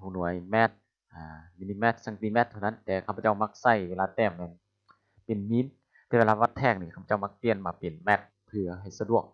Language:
Lao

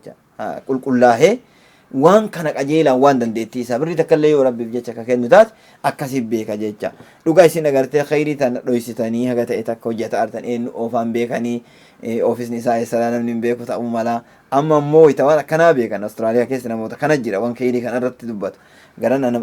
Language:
Oromo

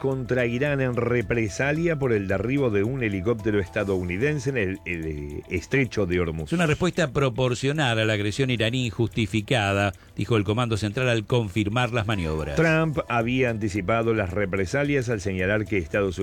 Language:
Spanish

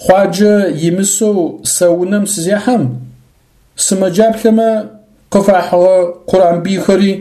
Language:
Adyghe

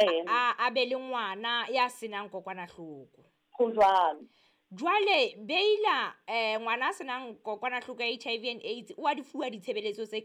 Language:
Southern Sotho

